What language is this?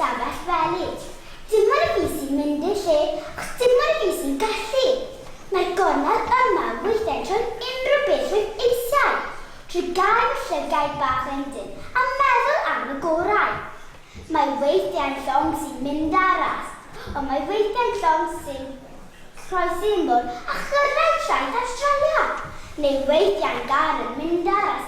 Welsh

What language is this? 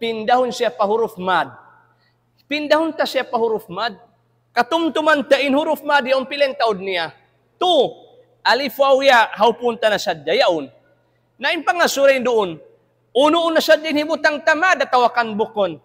Tausug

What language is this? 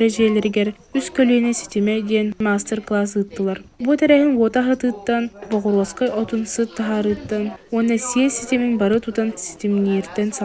Yakut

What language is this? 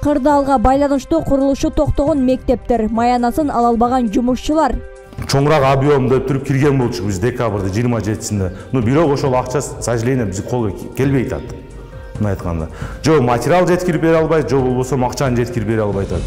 Kyrgyz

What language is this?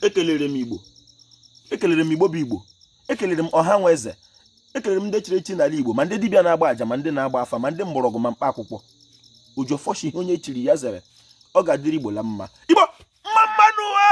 Igbo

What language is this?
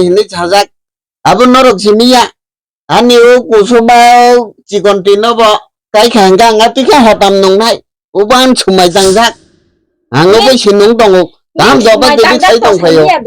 Kok Borok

